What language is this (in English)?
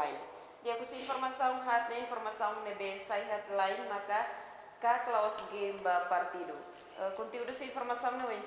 Tetum